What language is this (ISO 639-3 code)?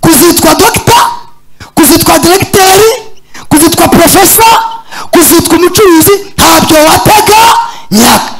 kin